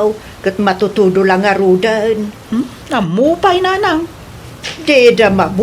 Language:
Iloko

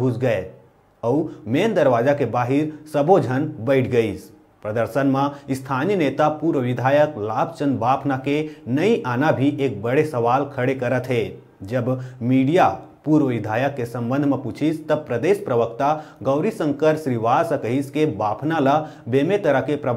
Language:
Chhattisgarhi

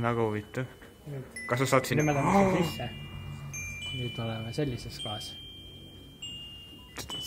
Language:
Estonian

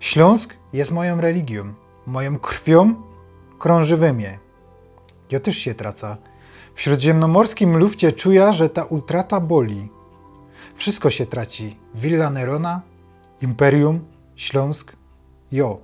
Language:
Silesian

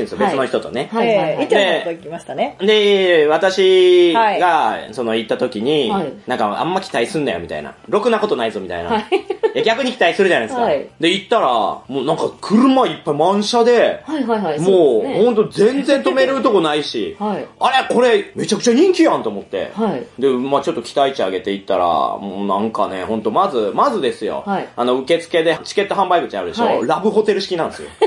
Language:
Japanese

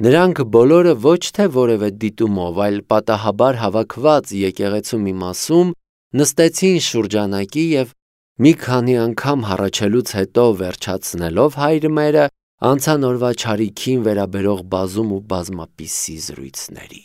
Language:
Armenian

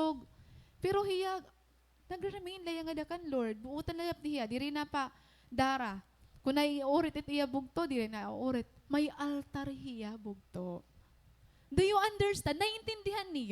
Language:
Waray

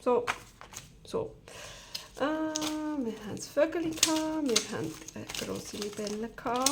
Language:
Swiss German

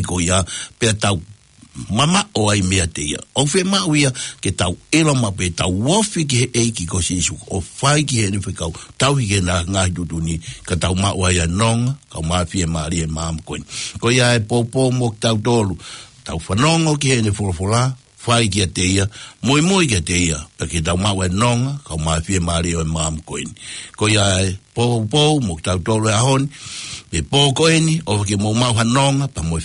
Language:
Tongan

